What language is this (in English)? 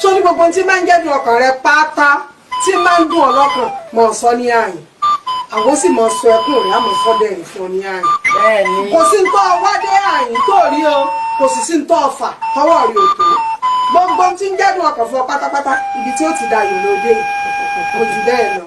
Yoruba